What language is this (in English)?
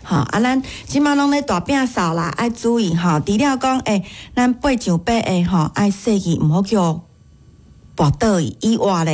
Min Nan Chinese